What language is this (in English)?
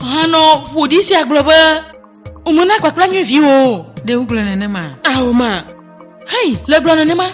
Ewe